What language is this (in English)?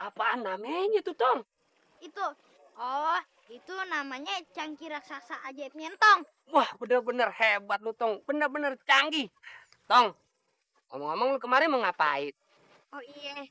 Betawi